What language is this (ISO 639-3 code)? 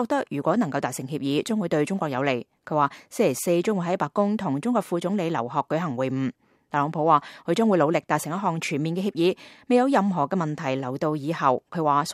yue